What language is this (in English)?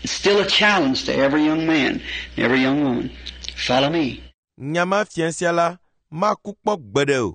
Ewe